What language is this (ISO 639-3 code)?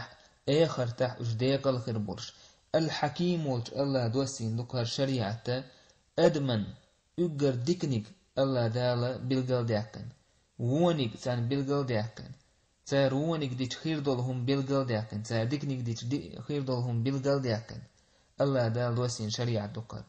che